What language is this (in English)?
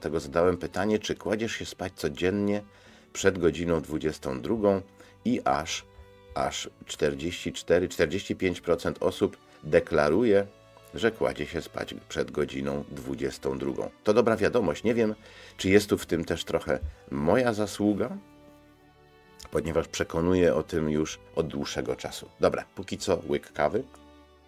Polish